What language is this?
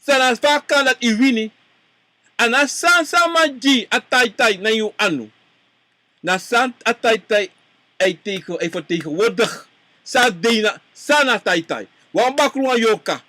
Sranan Tongo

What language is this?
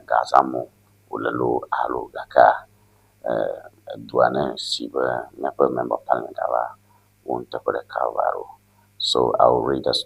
Ewe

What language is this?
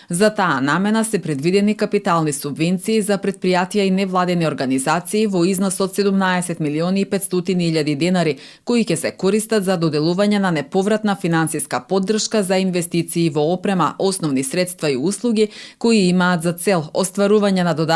Macedonian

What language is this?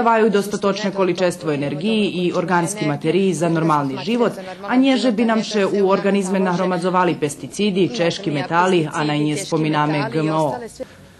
Rusyn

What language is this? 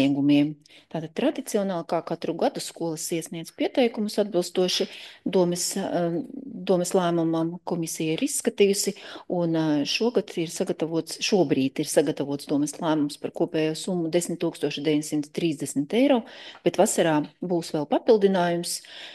Latvian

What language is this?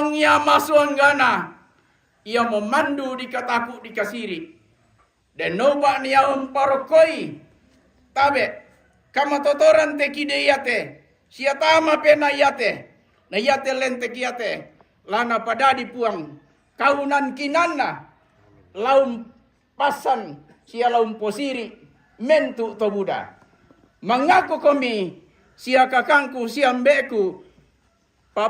Toraja-Sa'dan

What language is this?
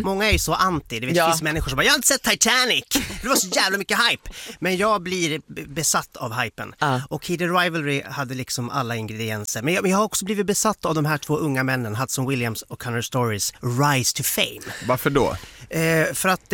Swedish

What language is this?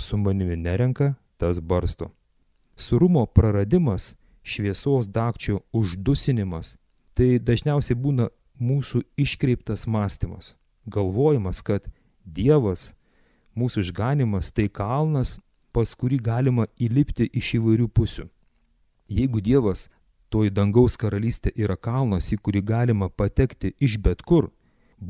Lithuanian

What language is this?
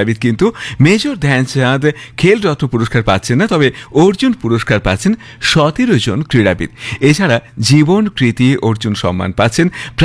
Bangla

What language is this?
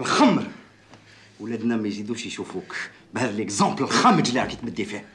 Algerian Arabic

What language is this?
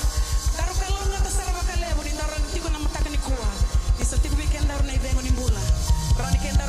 Fijian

